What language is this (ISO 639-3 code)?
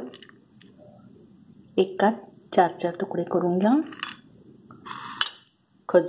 mar